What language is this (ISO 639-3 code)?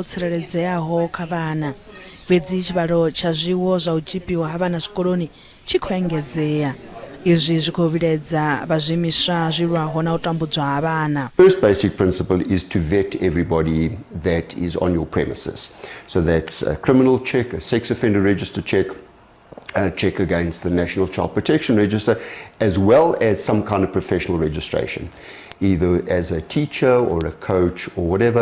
ven